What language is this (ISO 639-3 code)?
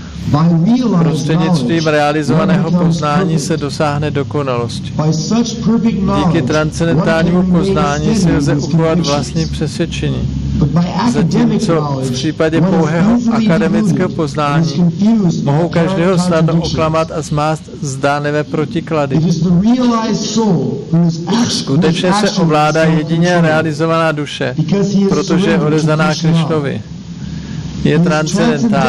ces